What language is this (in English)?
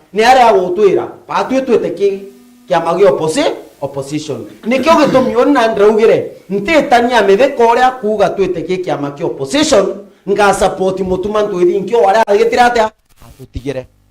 Meru